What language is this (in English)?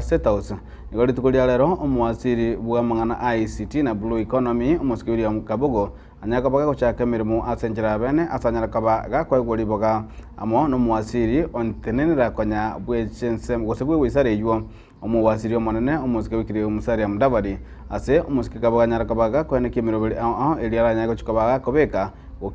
Gusii